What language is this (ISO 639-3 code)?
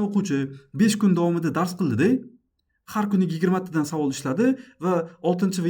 uzb